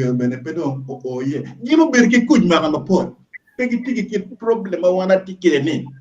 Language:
Acoli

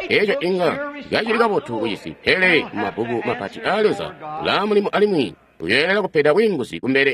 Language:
Tonga (Zambia)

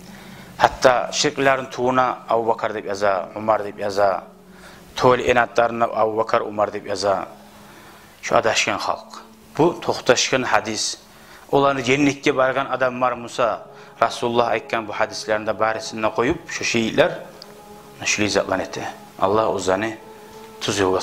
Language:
Kumyk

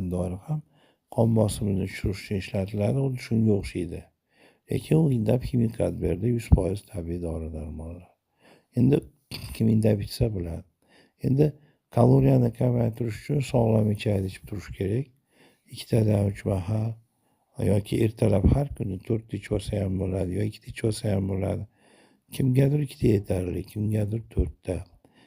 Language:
Uzbek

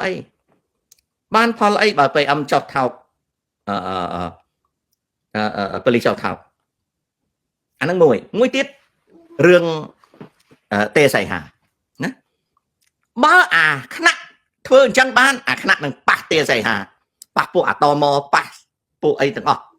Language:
Khmer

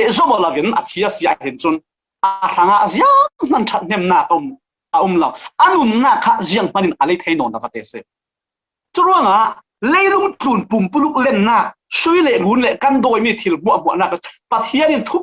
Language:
Falam Chin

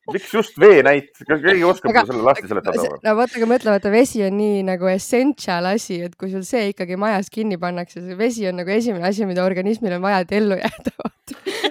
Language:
Estonian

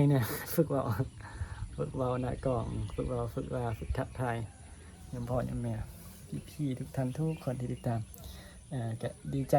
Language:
Northeastern Thai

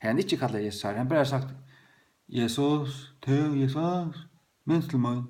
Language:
Faroese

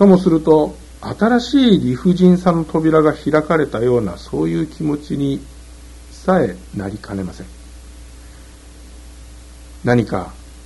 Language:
Japanese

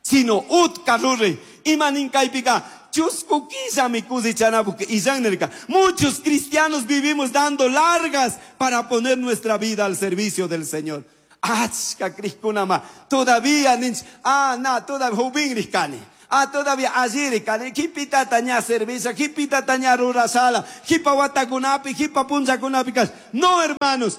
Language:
Chimborazo Highland Quichua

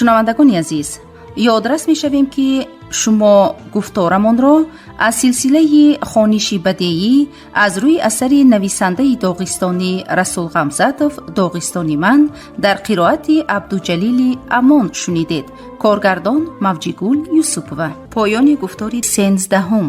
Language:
Tajik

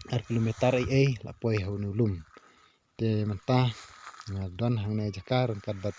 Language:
Khasi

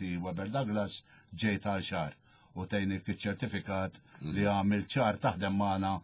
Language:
Maltese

